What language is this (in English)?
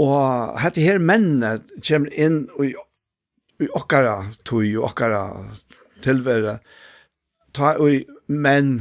Faroese